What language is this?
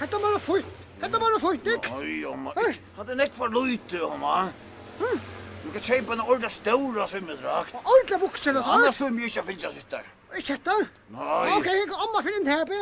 Faroese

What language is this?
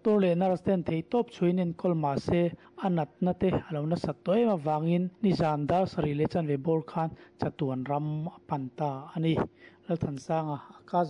Mizo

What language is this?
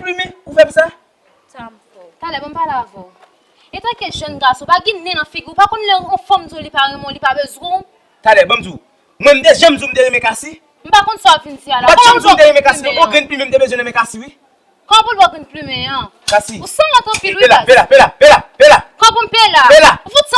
Haitian Creole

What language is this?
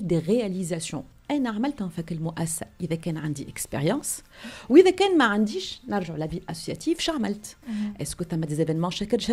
Tunisian Arabic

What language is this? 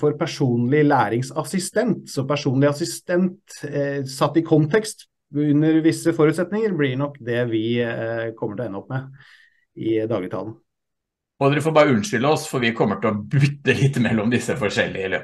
Norwegian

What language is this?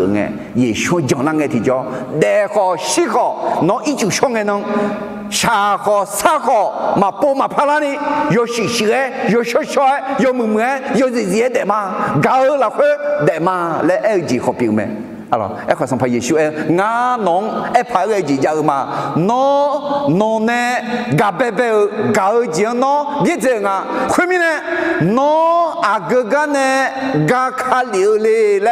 Akha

